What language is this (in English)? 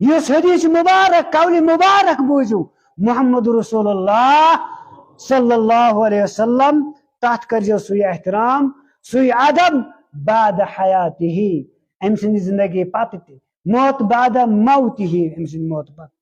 Kashmiri